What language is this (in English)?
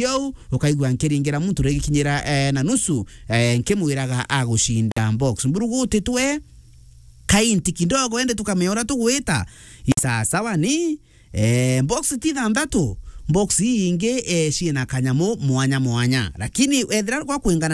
Meru